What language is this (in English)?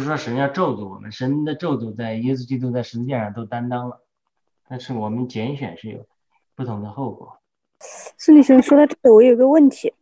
Chinese